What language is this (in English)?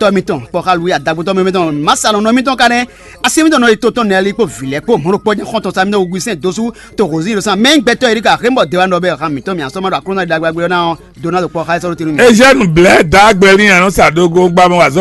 Fon